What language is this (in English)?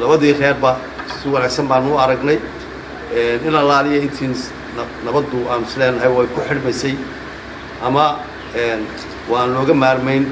Somali